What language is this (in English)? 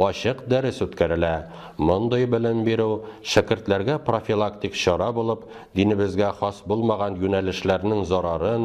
Tatar